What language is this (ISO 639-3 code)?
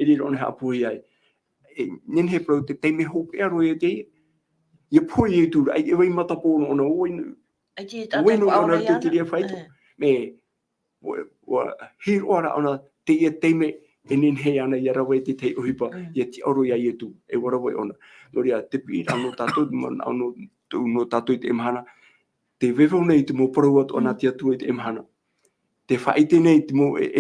tah